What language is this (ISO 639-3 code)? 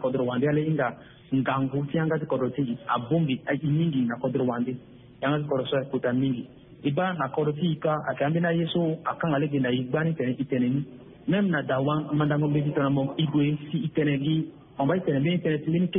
sag